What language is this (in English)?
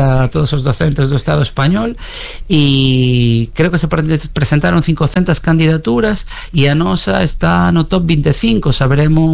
Galician